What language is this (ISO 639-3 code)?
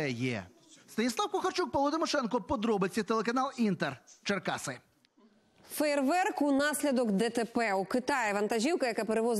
ukr